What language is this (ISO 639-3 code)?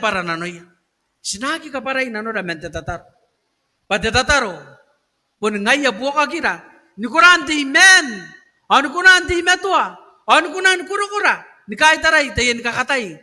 gil